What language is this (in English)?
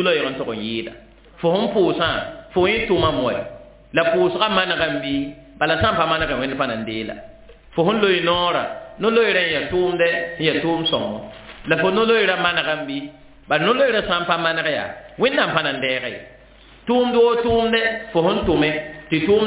Mossi